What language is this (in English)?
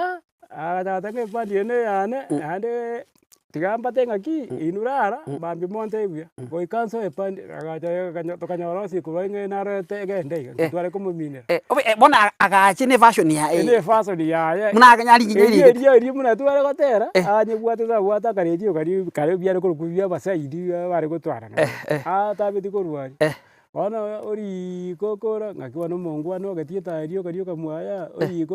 Gusii